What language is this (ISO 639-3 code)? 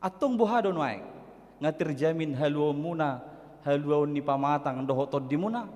bbc